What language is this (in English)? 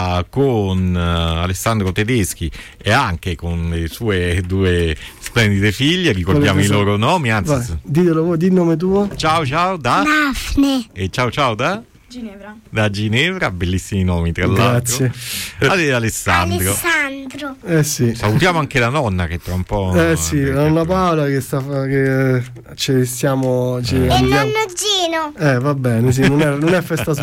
Italian